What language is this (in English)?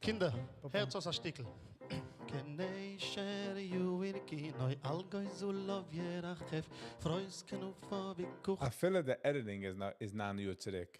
Yiddish